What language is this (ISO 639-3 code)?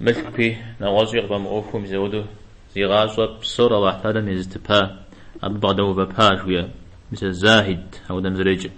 kbd